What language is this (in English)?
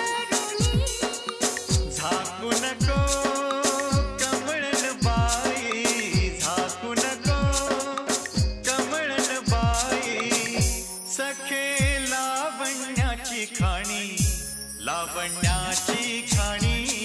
Marathi